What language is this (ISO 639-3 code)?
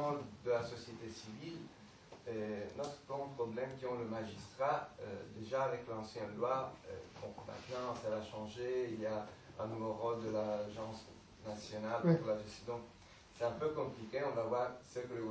fra